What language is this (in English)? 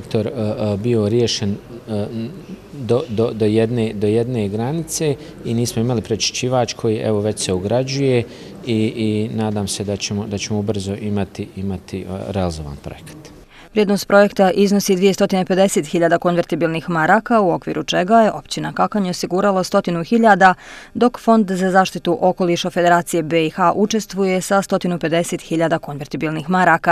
Bosnian